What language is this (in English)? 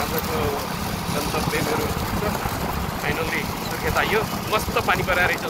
Nepali